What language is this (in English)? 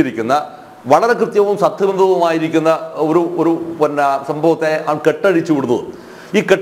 Malayalam